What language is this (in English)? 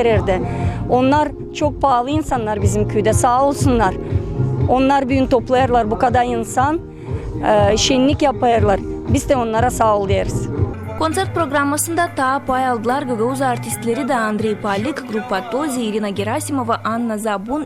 Gagauz